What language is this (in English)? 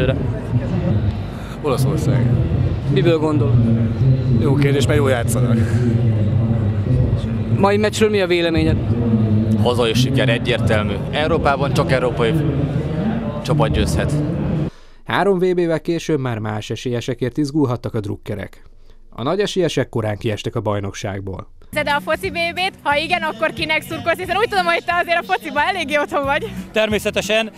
Hungarian